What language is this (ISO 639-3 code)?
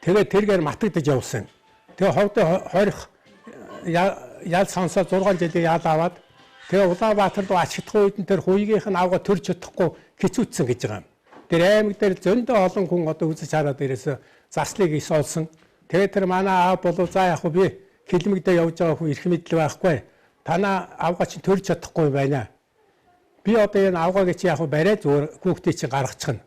mon